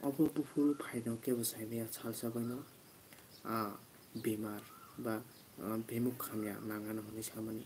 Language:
Kok Borok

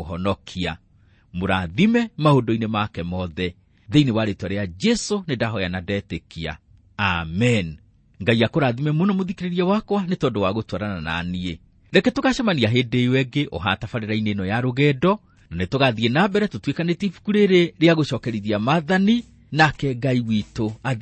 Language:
Kikuyu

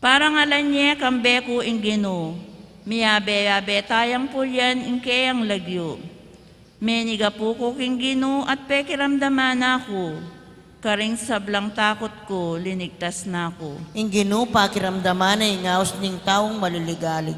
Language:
Pampanga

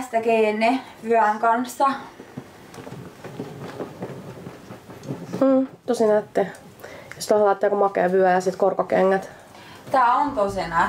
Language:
Finnish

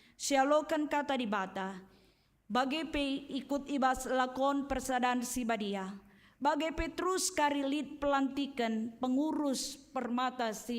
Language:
Batak Karo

